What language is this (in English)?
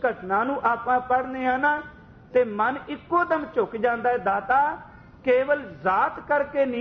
Punjabi